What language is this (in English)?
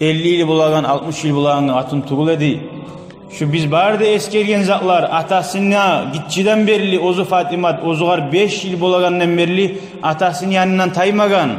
Kumyk